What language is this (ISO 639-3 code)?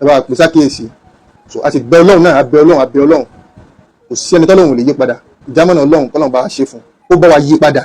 yor